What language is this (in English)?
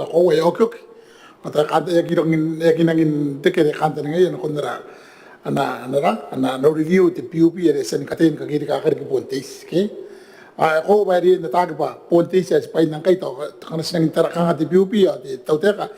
Gilbertese